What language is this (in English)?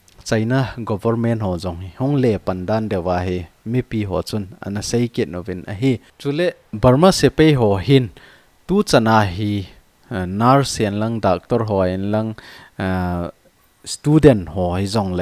Thado Chin